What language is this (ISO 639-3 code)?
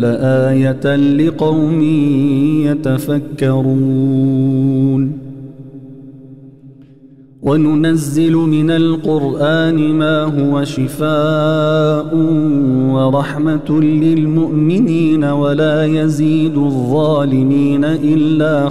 ara